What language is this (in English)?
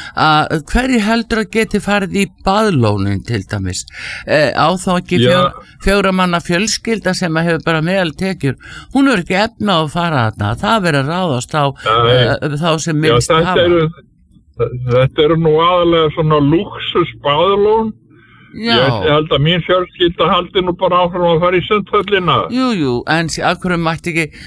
Icelandic